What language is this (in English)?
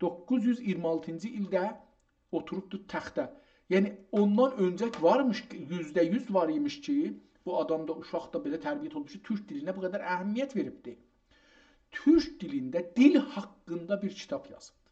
South Azerbaijani